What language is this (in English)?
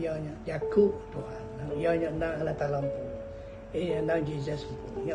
Iban